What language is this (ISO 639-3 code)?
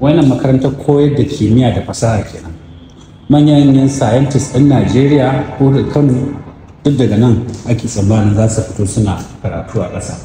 hau